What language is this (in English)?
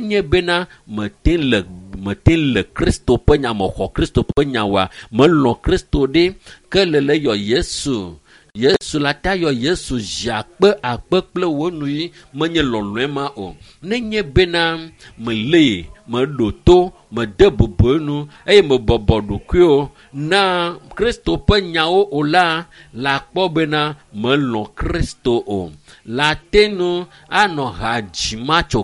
Ewe